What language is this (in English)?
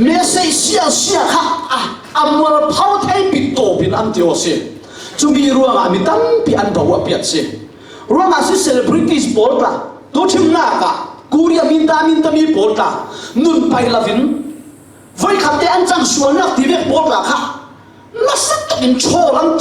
Falam Chin